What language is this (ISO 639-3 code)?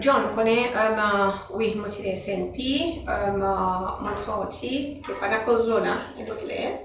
crs